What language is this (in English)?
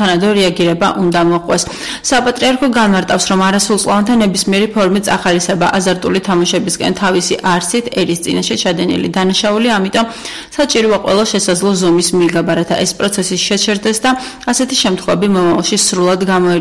Georgian